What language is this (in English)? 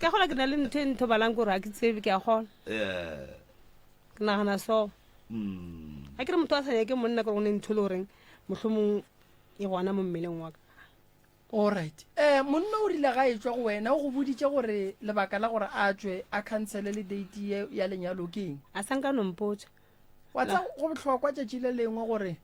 Northern Sotho